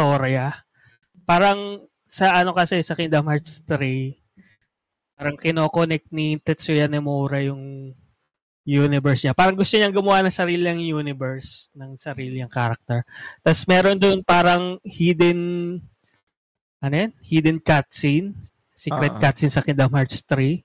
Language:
Filipino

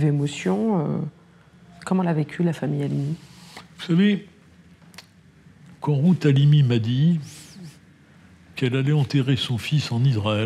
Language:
French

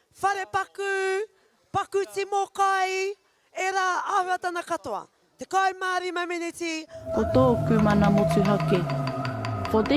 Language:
Māori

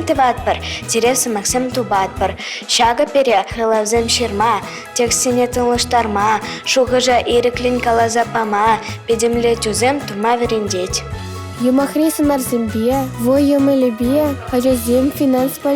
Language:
Chuvash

